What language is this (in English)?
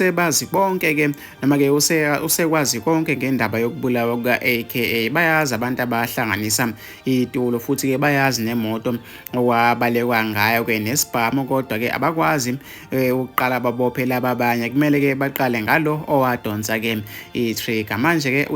Zulu